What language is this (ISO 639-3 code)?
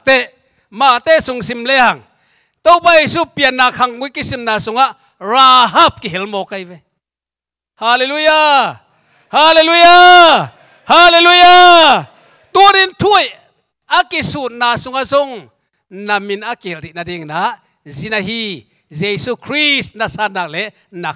ctd